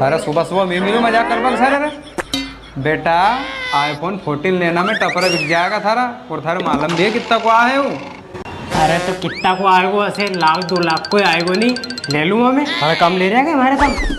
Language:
Rajasthani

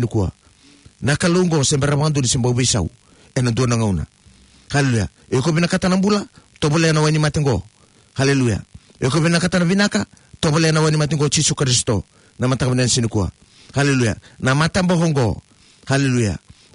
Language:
Fijian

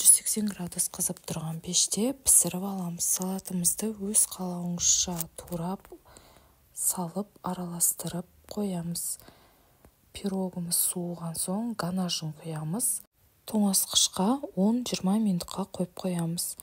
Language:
Kazakh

